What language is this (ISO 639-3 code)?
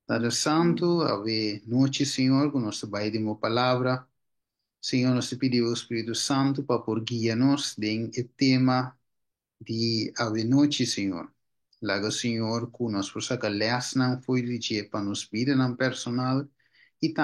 pap